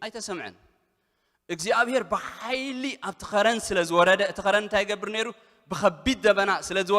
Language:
Tigrinya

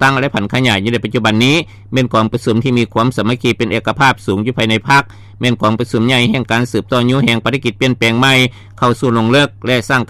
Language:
Lao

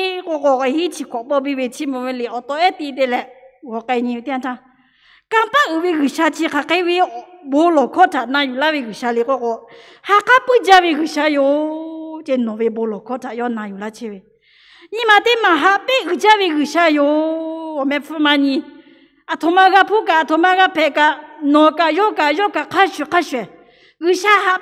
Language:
Lahu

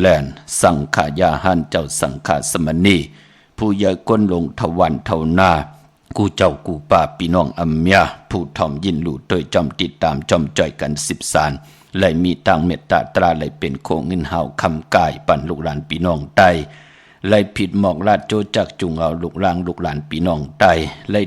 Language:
Shan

